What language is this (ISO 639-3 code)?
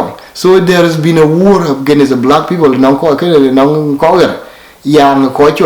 din